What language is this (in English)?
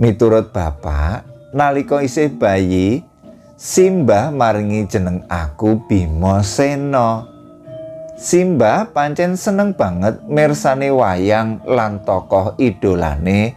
Javanese